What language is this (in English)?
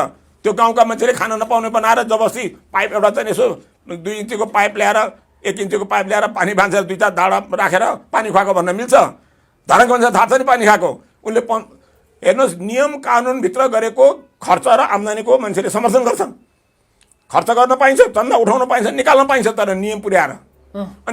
Nepali